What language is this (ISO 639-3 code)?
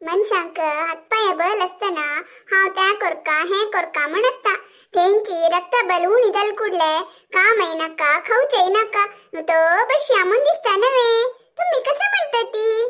kok